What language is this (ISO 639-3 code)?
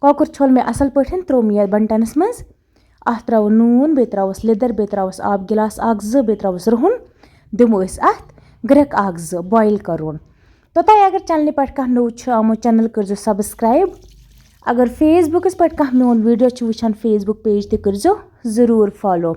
kas